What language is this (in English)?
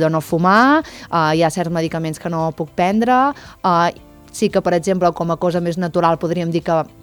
Catalan